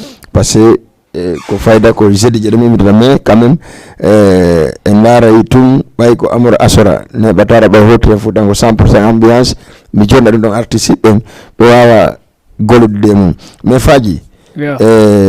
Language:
Fula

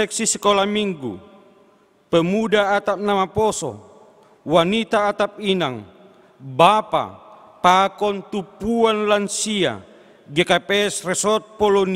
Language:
Batak Simalungun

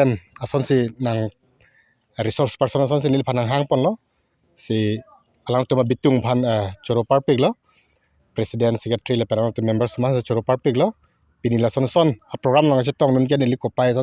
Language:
Karbi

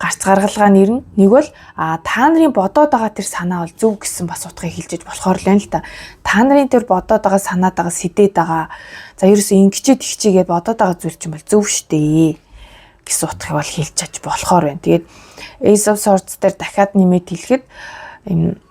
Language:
Mongolian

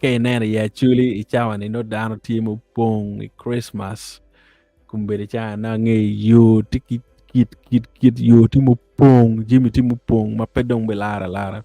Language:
Acoli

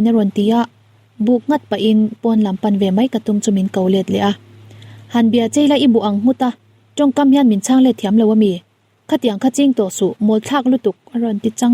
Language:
Mizo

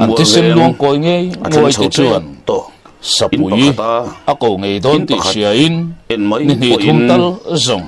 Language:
Mizo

